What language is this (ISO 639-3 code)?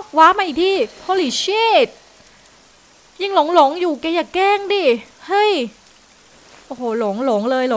tha